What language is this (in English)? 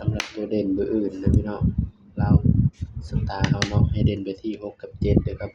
Northeastern Thai